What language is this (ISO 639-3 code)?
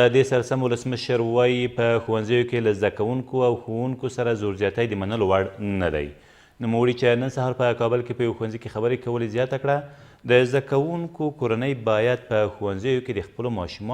pus